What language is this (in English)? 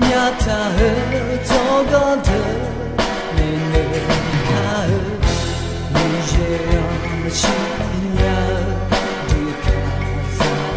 Akha